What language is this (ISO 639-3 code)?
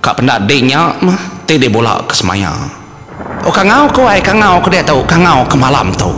iba